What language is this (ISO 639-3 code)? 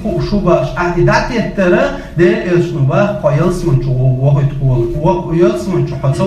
che